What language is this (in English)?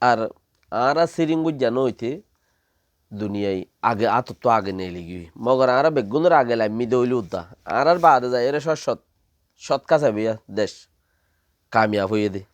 Rohingya